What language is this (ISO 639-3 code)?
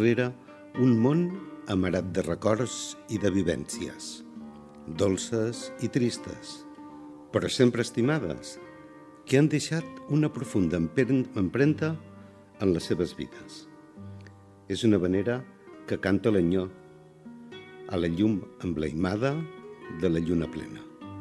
cat